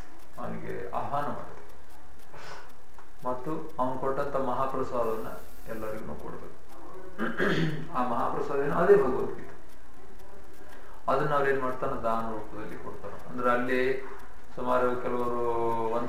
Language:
Kannada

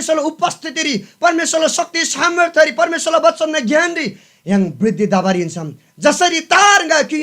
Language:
Eastern Tamang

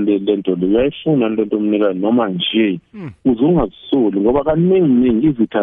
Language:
South Ndebele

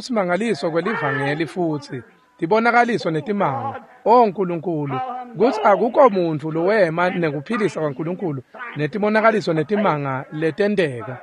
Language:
Swati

